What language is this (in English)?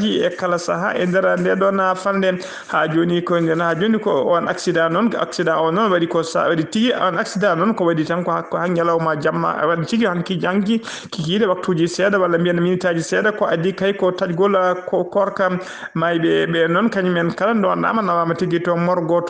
Fula